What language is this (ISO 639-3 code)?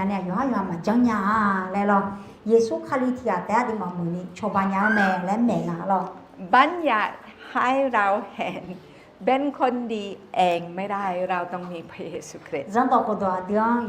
ahk